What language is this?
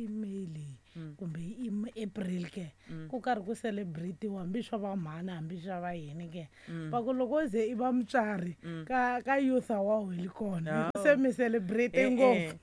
Tsonga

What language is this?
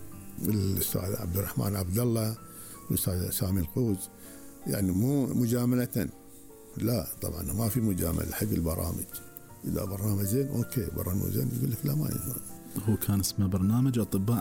Gulf Arabic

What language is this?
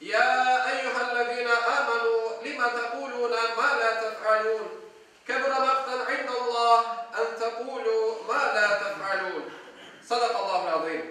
Crimean Tatar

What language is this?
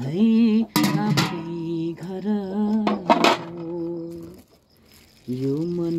Nepali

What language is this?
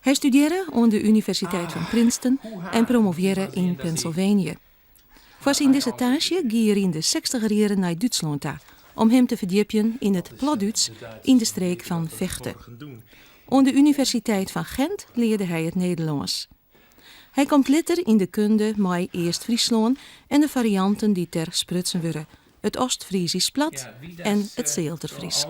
Western Frisian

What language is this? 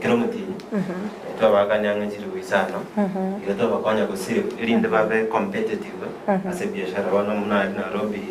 Gusii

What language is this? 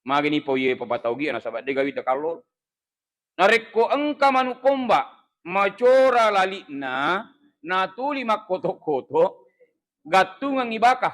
Buginese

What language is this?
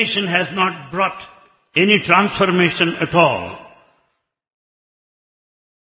Telugu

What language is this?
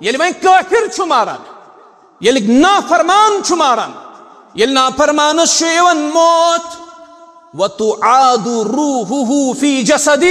Kashmiri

